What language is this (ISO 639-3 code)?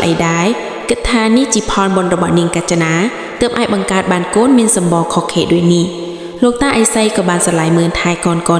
khm